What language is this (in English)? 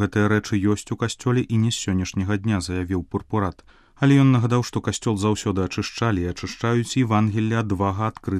Belarusian